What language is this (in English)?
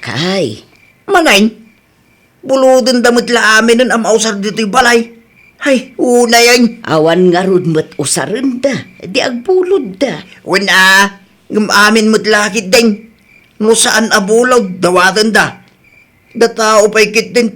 Iloko